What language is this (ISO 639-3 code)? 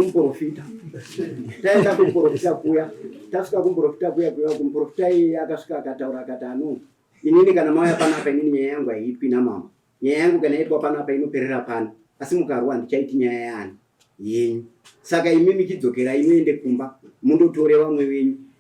sna